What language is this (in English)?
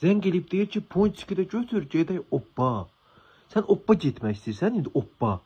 Azerbaijani